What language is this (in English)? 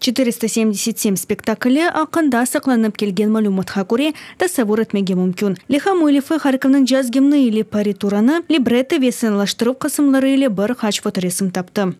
Crimean Tatar